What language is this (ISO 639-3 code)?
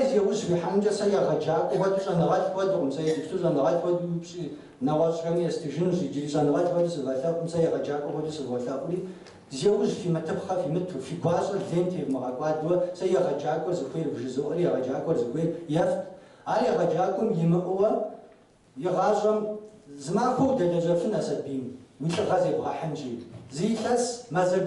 kbd